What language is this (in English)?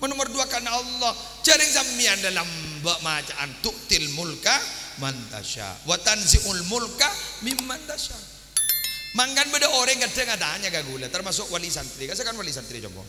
Madurese